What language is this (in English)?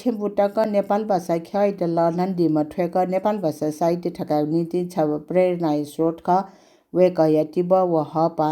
Newari